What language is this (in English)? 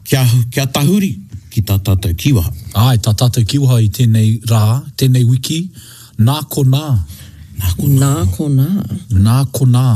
Māori